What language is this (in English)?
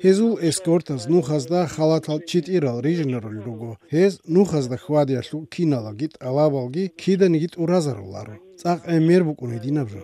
Avaric